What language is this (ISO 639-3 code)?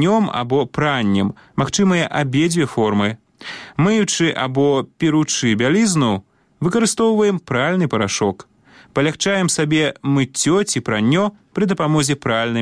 bel